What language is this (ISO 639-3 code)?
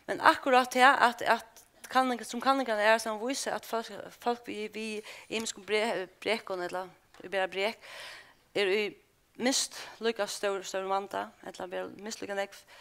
fao